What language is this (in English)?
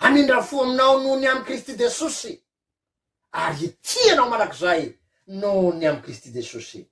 Malagasy